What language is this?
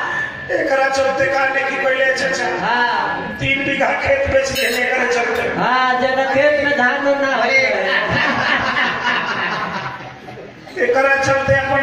Bhojpuri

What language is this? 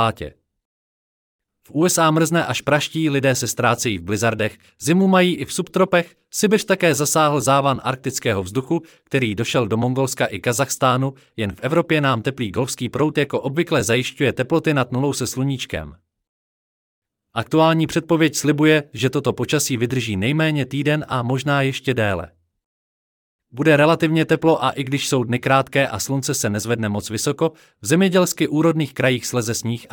Czech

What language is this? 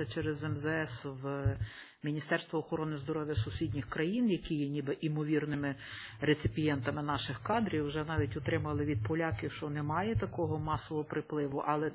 Ukrainian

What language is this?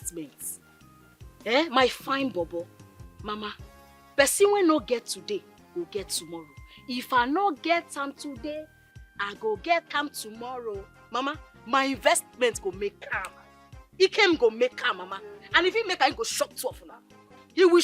Nigerian Pidgin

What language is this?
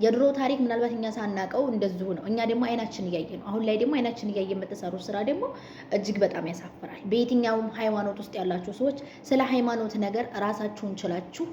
Amharic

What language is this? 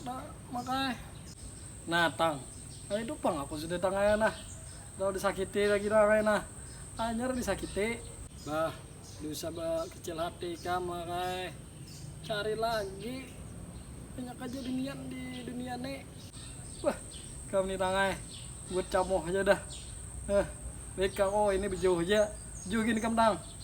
Banjar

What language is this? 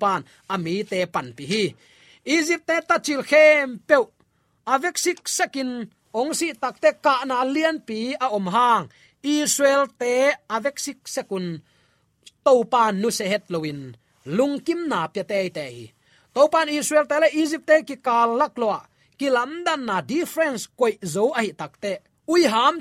Tedim Chin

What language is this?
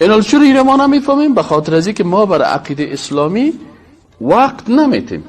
Persian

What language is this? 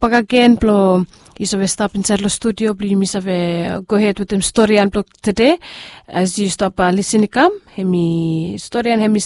Bislama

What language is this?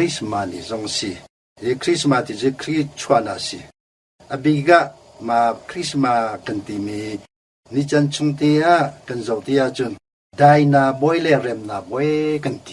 Hakha Chin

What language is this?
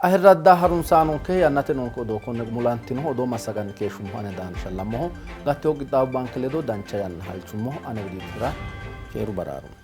Sidamo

